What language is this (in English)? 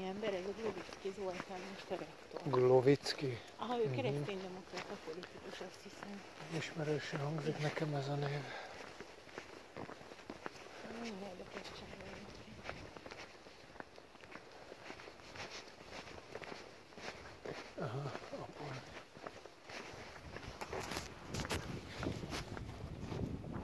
Hungarian